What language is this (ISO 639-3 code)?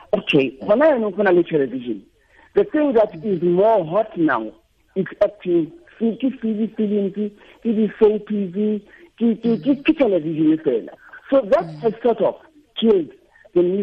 tsn